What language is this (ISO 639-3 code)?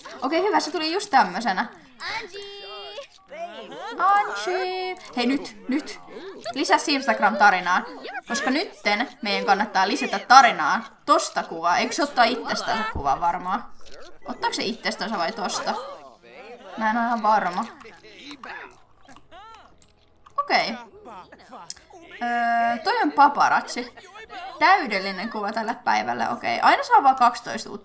fin